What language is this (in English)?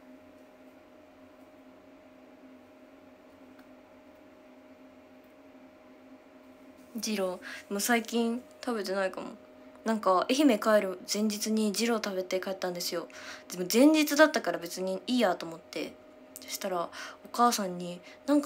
Japanese